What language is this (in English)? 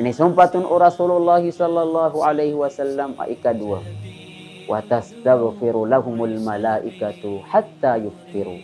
Maranao